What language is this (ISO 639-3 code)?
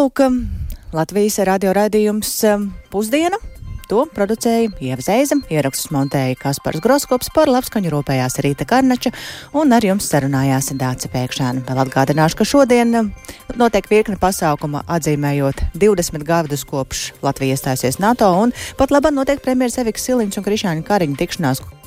lav